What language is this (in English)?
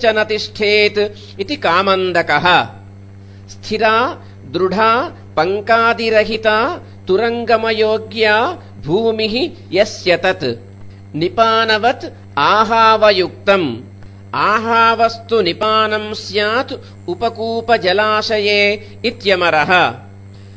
Sanskrit